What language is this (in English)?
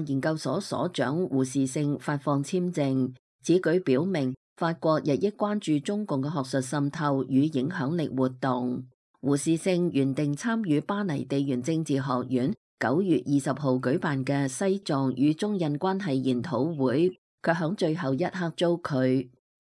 Cantonese